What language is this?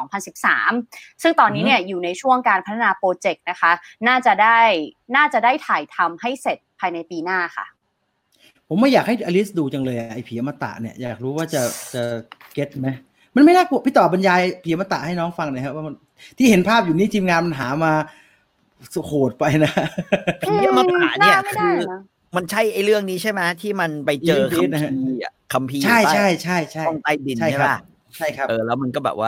Thai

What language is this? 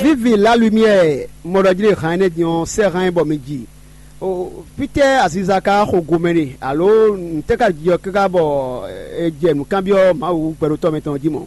Fon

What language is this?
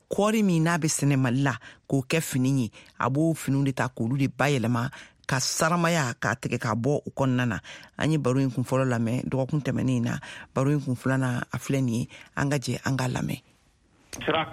Bambara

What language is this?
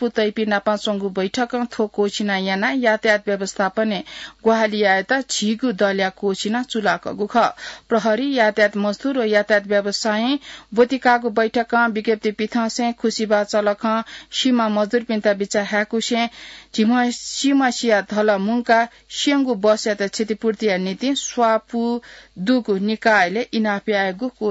Newari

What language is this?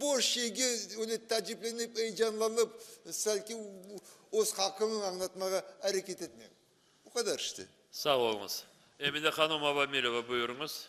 Crimean Tatar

